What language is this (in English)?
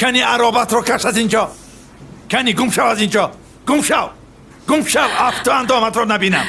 Tajik